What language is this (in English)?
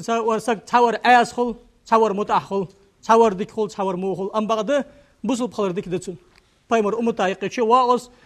Ingush